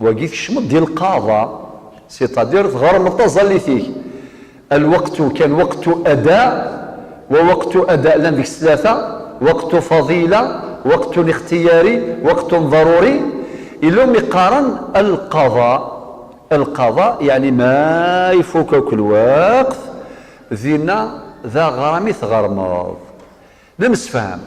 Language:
Kabyle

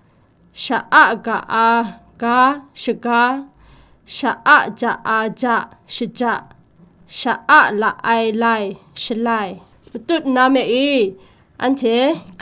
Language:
Kachin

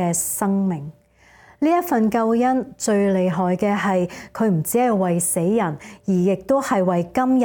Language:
Cantonese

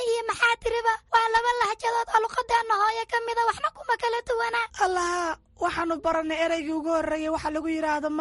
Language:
Somali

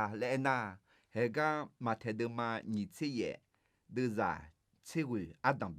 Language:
Akha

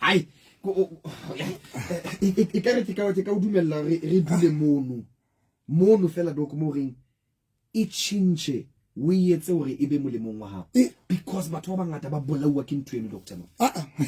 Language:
Southern Sotho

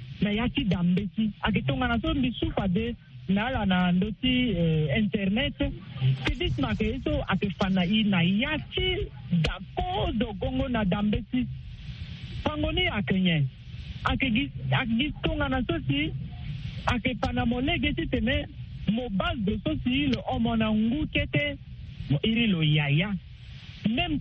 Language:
Sango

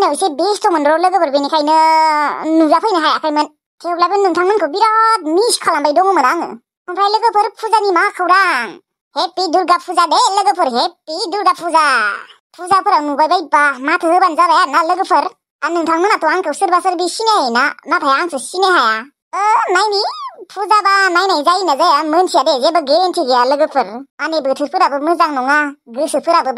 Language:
Bodo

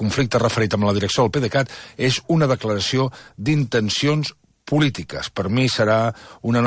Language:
Catalan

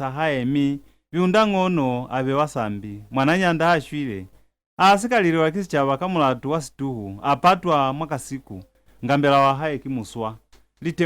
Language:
Lozi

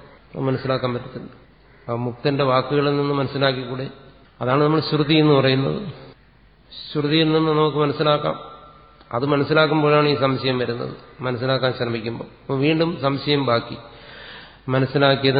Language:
Malayalam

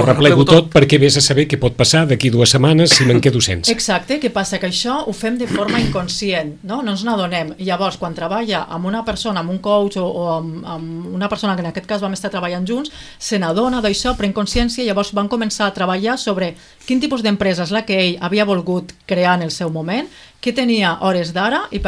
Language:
Catalan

